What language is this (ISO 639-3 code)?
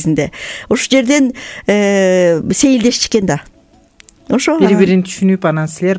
kir